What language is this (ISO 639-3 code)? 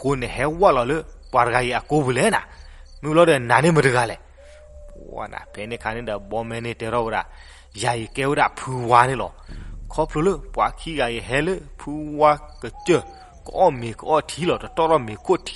ksw